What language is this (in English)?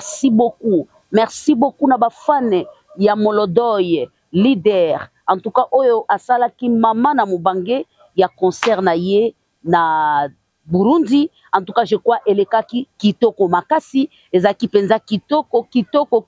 Lingala